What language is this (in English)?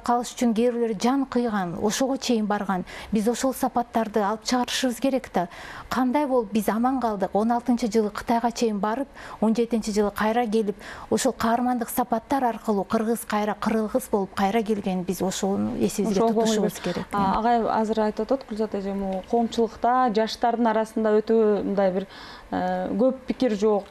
Kyrgyz